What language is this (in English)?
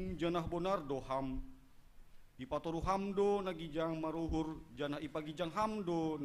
Batak Simalungun